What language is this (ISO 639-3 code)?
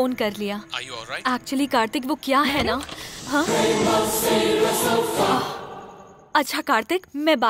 hin